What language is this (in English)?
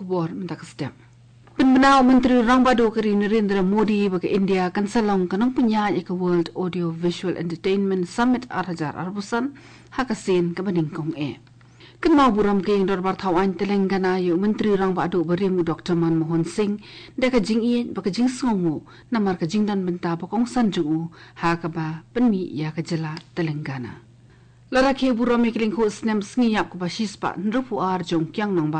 Khasi